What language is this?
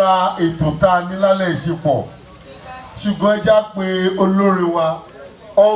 Yoruba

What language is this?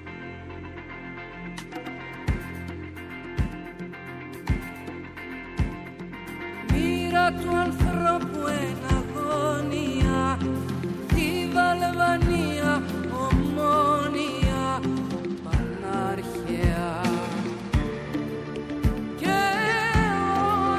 Greek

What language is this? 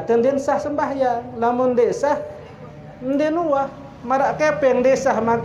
Sasak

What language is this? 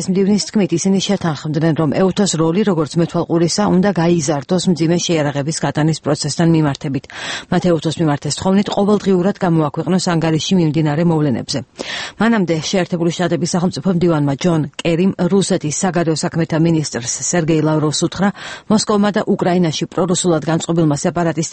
Georgian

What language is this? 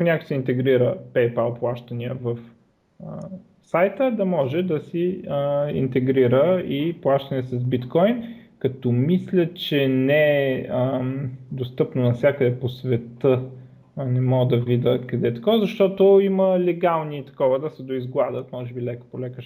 Bulgarian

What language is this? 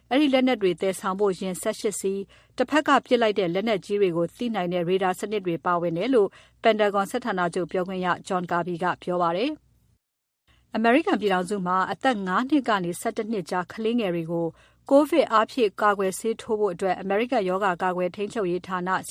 Burmese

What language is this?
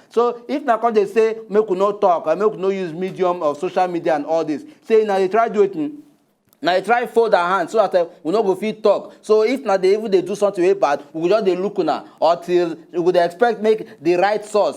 Nigerian Pidgin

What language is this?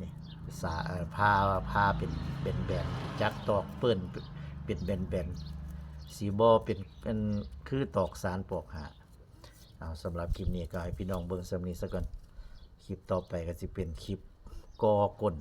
Northeastern Thai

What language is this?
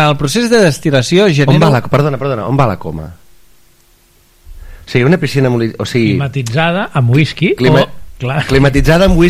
Catalan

